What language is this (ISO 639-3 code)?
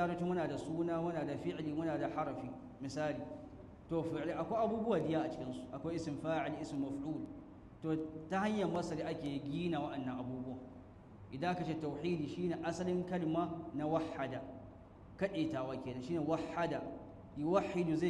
hau